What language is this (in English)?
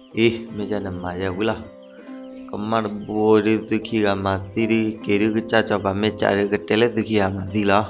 S'gaw Karen